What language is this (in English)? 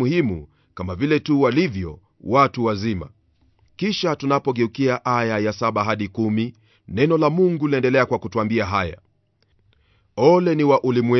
Swahili